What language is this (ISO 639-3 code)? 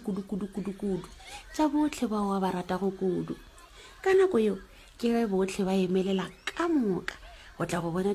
nso